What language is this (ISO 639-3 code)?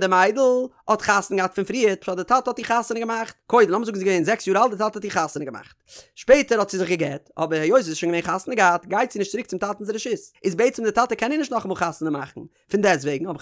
yid